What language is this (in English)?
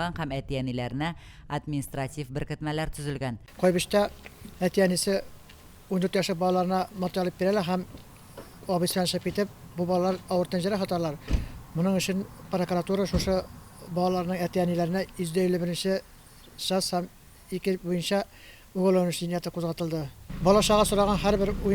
Tatar